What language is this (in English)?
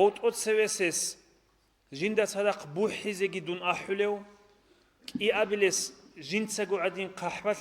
Avaric